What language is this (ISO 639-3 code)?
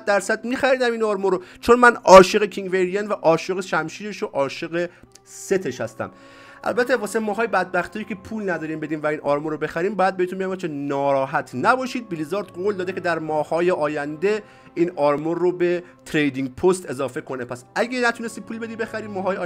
fas